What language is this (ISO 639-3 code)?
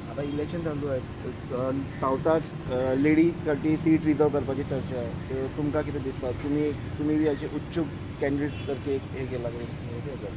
kok